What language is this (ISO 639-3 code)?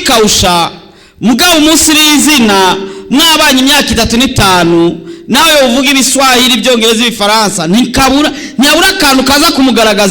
run